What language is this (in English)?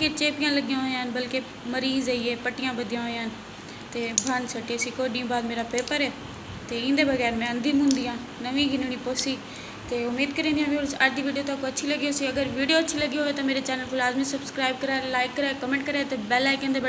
Saraiki